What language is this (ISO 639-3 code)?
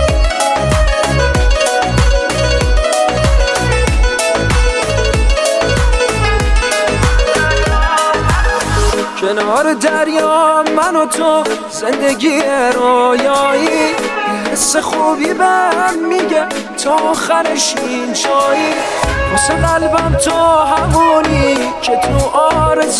fas